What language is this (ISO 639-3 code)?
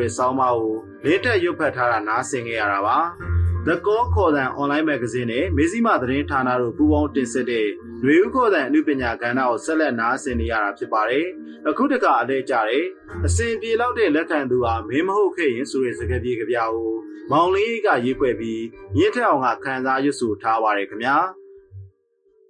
mya